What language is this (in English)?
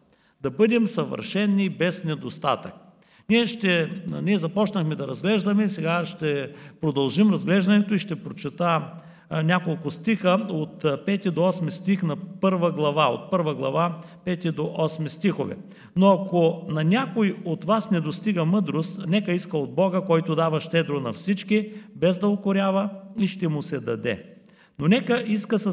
Bulgarian